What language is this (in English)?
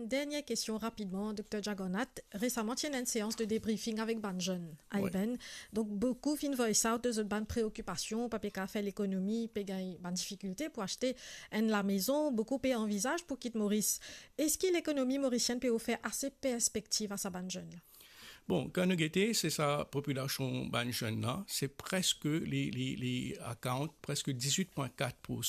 Morisyen